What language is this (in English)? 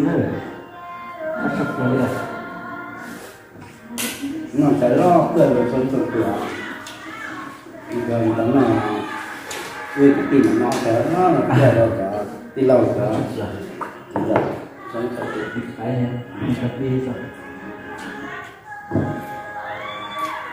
Vietnamese